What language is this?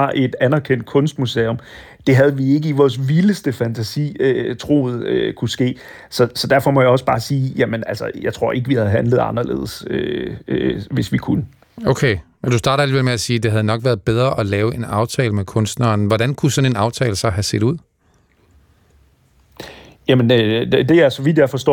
Danish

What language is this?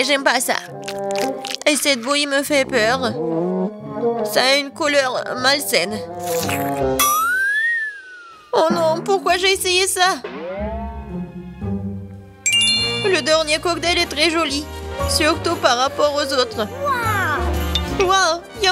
French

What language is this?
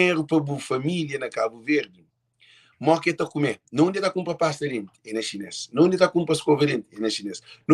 Kabuverdianu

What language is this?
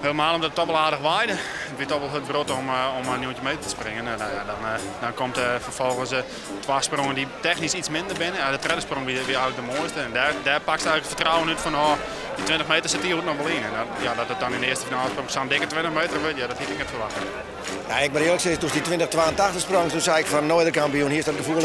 Western Frisian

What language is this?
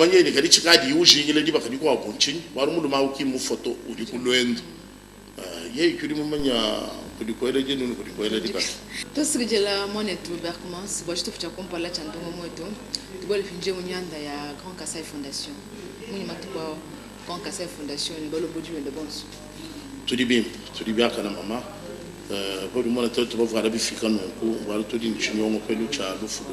Luba-Lulua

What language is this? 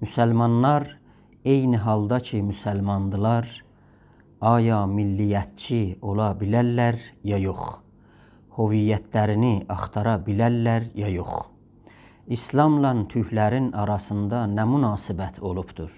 South Azerbaijani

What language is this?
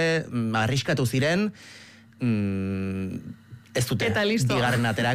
Basque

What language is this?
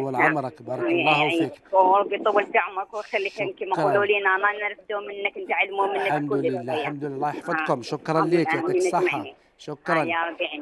Algerian Arabic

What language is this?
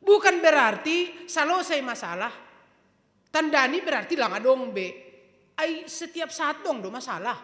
Batak Simalungun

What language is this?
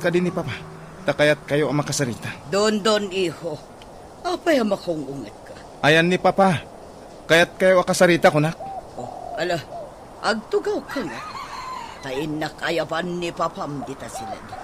Iloko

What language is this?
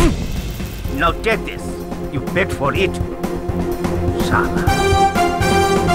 Bangla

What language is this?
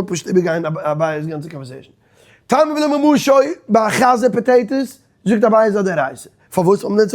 Yiddish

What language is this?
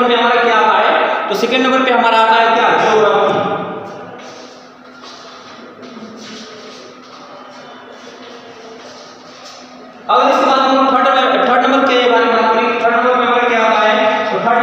Hindi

